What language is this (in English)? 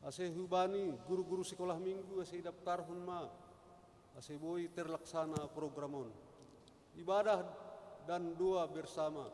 Batak Simalungun